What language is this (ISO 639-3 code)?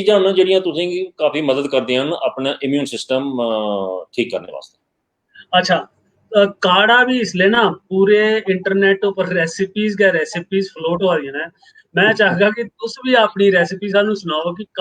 doi